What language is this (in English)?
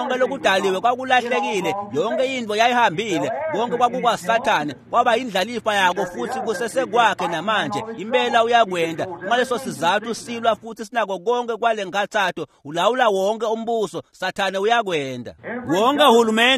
Swati